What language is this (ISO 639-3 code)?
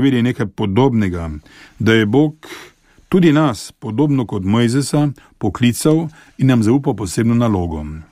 slv